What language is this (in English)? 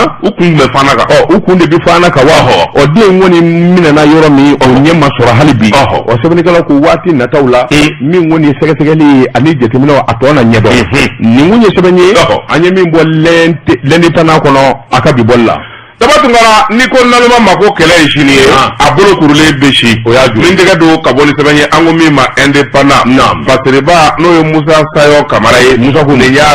Bambara